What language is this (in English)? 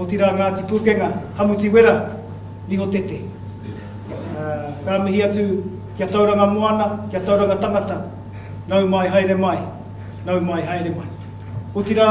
Māori